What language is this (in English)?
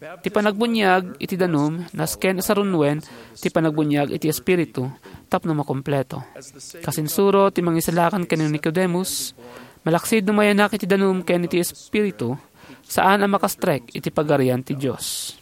Iloko